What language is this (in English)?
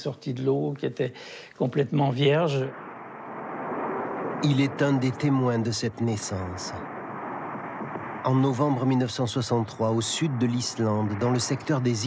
French